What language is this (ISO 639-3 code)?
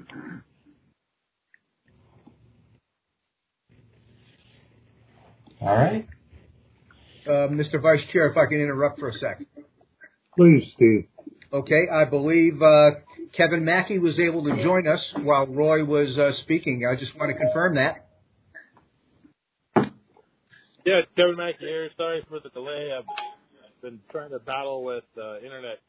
eng